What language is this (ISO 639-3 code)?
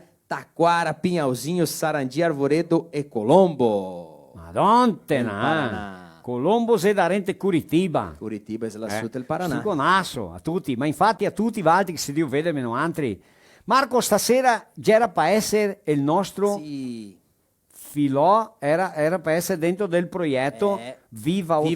vec